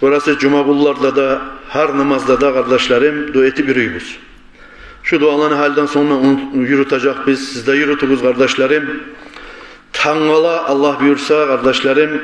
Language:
Kumyk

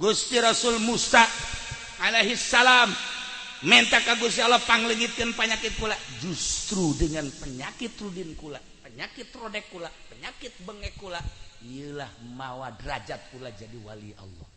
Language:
Sundanese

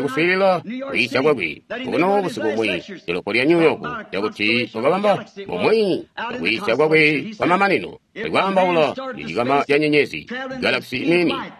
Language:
Tonga (Zambia)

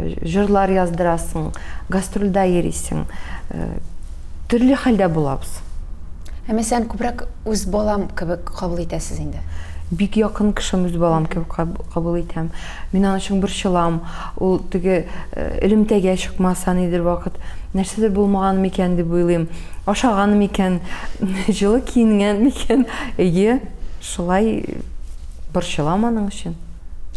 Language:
Tatar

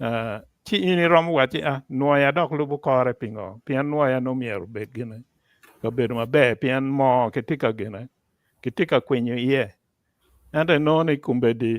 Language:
Acoli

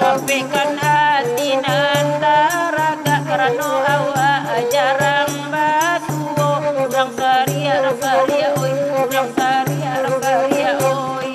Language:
Minangkabau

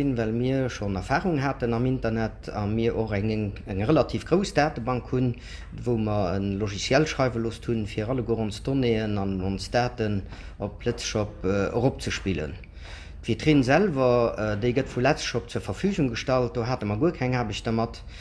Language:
Luxembourgish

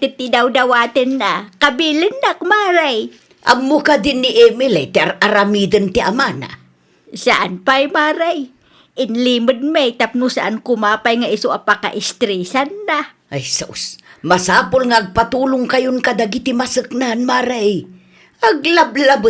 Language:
Iloko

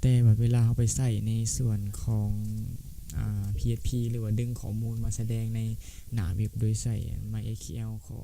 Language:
Lao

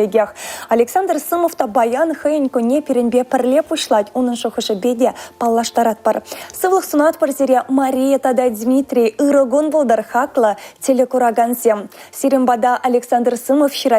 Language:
Chuvash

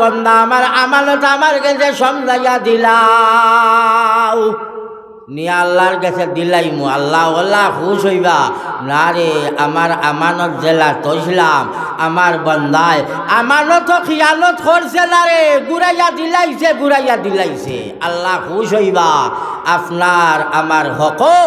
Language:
Sylheti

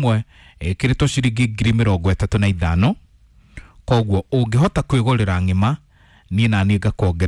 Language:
Kikuyu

